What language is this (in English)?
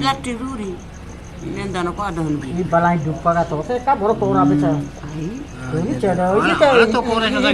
Eastern Balochi